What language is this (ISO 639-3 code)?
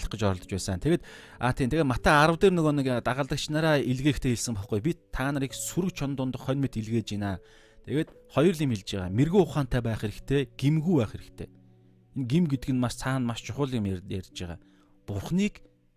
mon